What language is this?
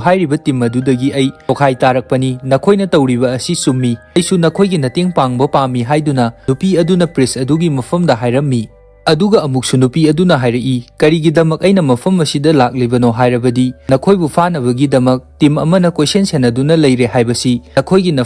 Manipuri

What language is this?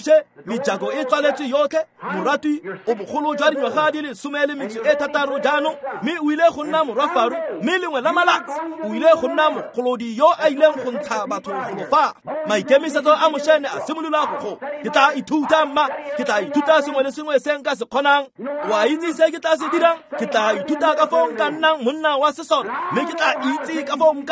Tswana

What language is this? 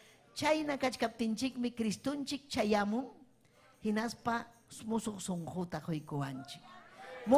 Ayacucho Quechua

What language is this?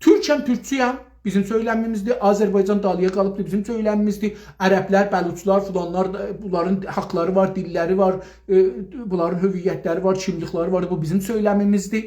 South Azerbaijani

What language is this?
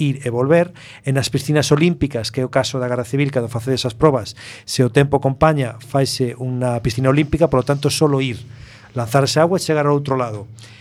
Galician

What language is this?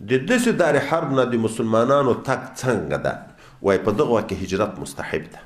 Pashto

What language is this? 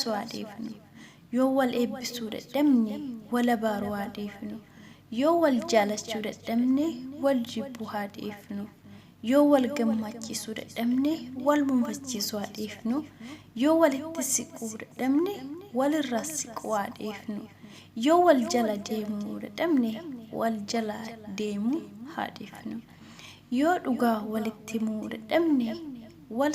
Oromo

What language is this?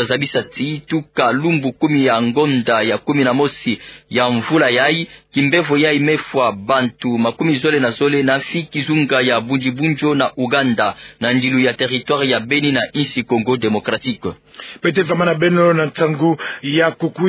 Kituba (Democratic Republic of Congo)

